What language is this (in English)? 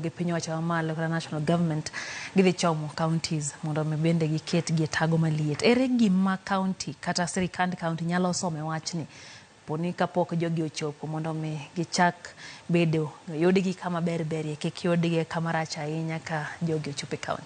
Luo (Kenya and Tanzania)